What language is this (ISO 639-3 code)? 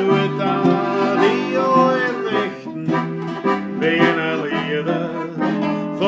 bar